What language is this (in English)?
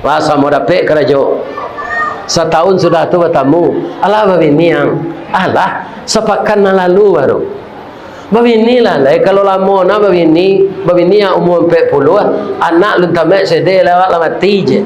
Minangkabau